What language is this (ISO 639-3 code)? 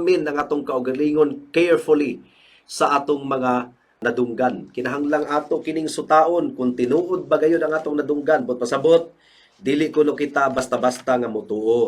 ceb